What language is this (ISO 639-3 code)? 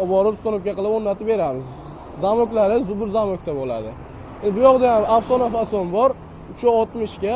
uzb